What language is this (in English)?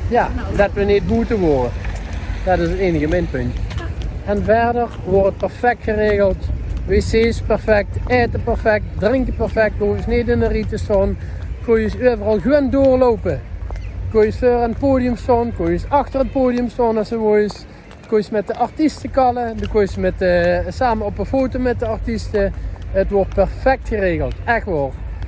Limburgish